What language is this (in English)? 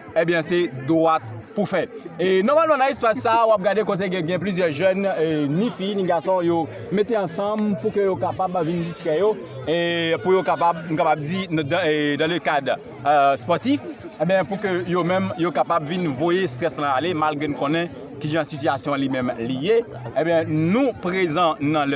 Haitian Creole